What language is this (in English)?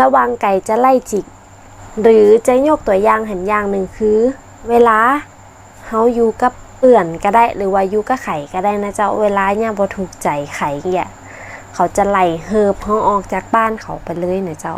Northern Thai